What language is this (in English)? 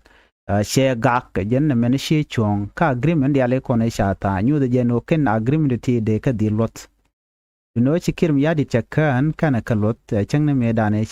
Nuer